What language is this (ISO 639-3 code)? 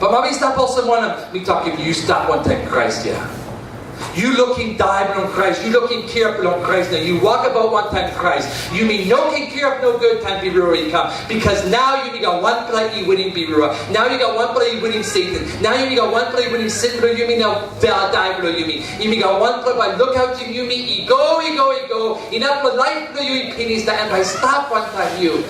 tpi